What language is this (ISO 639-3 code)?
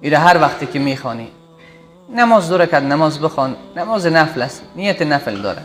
fas